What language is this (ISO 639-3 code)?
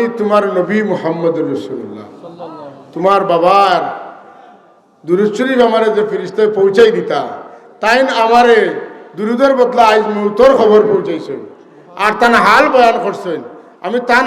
syl